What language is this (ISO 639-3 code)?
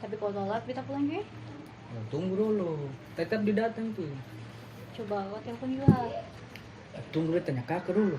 abs